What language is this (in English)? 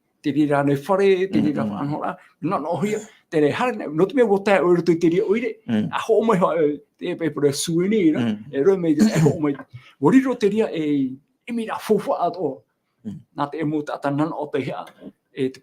Tahitian